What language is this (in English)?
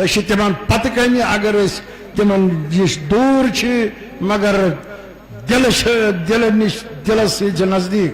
Kashmiri